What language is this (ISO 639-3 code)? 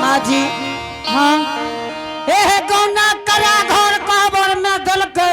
anp